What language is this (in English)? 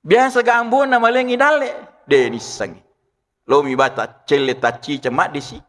Buginese